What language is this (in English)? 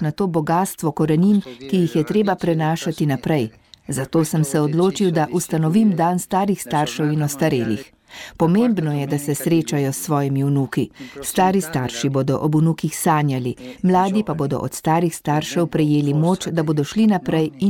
Slovenian